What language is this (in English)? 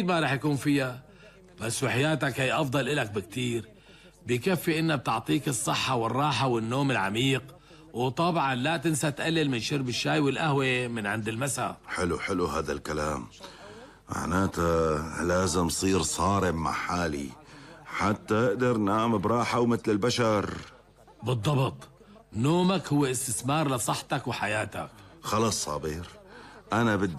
North Levantine Arabic